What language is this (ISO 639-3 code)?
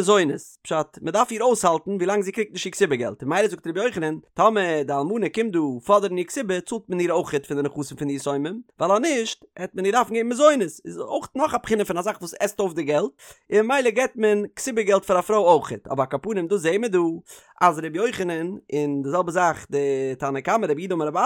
yid